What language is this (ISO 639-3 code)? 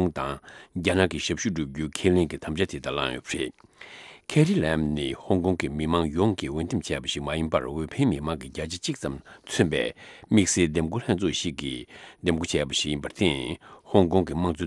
bod